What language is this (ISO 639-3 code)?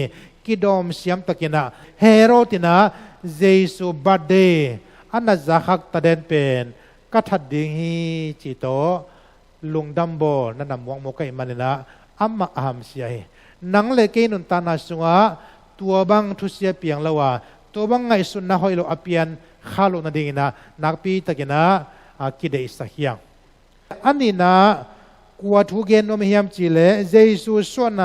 ctd